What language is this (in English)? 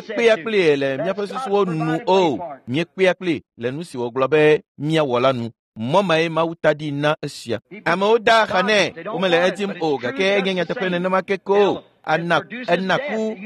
Ewe